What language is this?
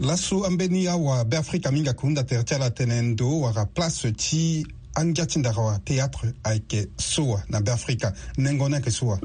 Sango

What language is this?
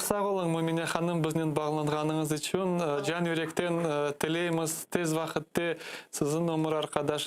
Crimean Tatar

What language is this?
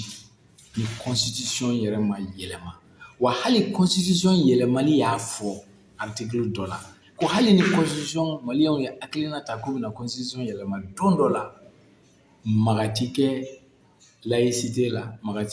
Bambara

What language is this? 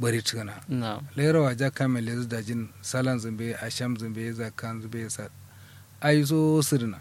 Kanuri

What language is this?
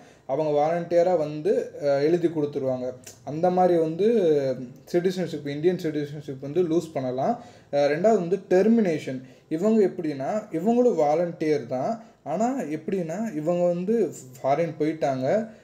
Tamil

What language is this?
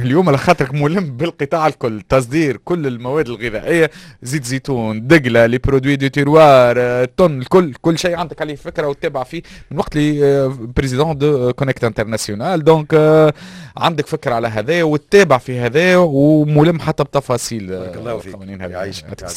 Tunisian Arabic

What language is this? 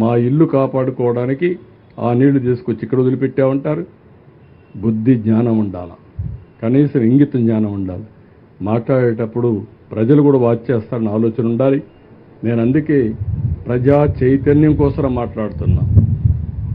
Telugu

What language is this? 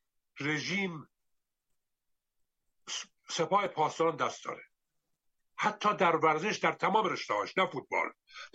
Persian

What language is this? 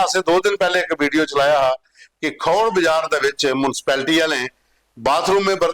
Dogri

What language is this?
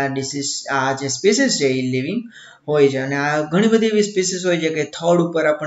Gujarati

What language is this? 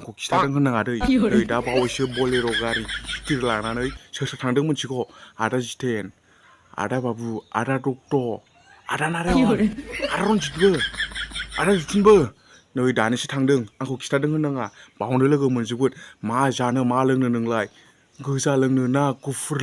Bodo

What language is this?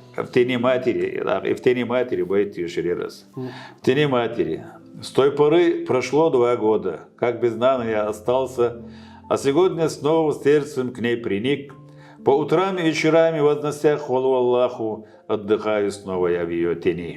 Chechen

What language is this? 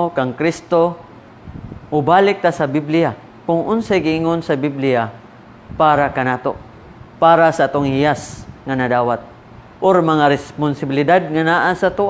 Cebuano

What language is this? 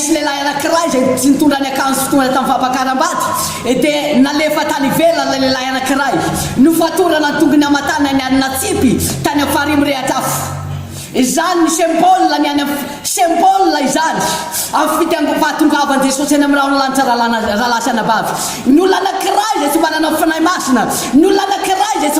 Malagasy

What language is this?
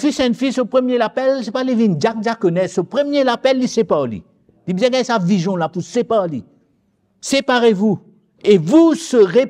Morisyen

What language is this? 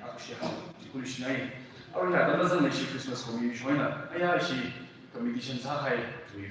Tangkhul Naga (India)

